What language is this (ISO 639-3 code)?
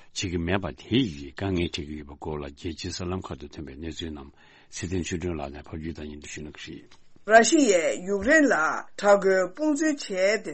bod